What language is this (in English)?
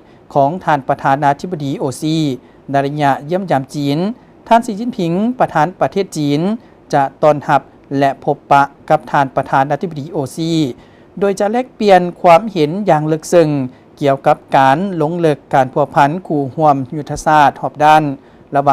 Lao